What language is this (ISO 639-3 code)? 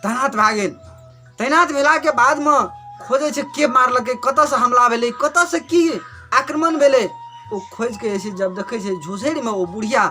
mai